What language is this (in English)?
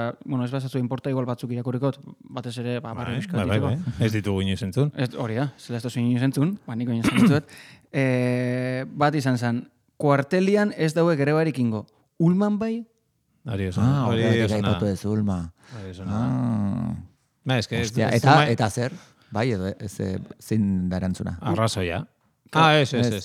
Basque